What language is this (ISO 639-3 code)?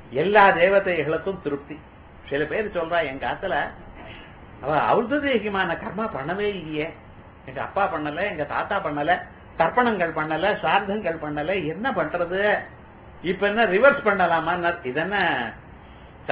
tam